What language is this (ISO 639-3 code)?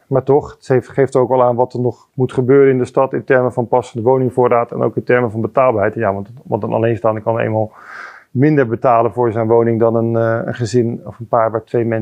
nld